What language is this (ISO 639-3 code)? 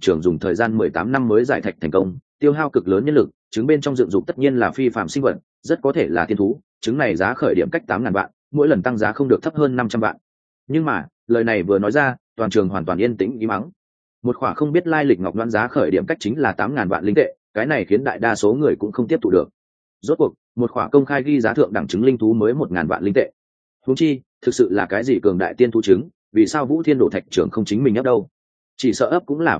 vie